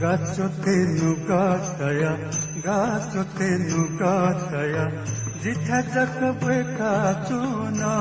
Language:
Newari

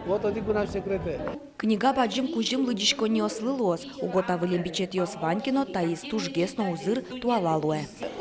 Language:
Udmurt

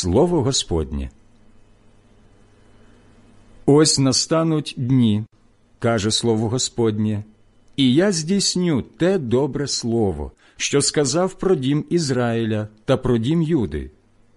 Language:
Ukrainian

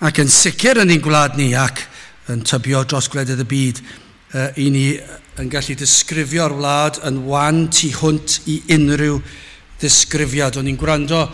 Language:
Welsh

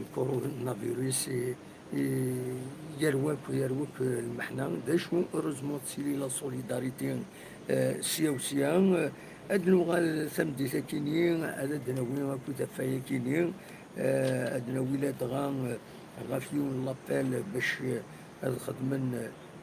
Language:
Kabyle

